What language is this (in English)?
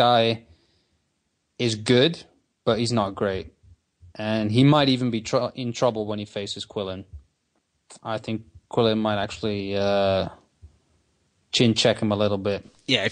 English